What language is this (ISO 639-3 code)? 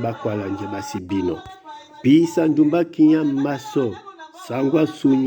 dua